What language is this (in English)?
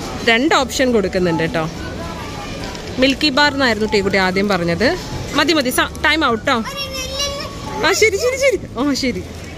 Malayalam